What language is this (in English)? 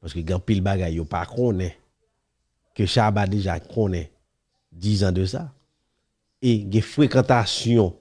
Haitian Creole